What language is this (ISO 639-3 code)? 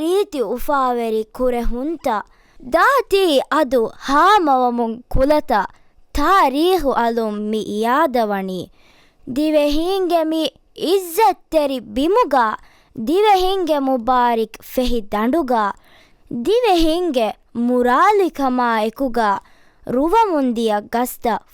div